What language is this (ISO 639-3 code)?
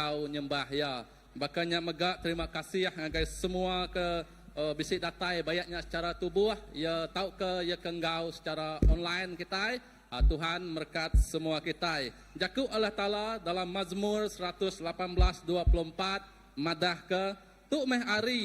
iba